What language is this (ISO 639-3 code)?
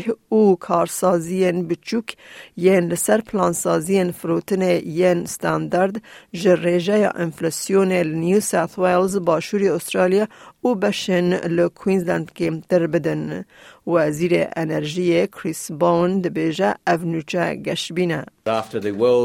kur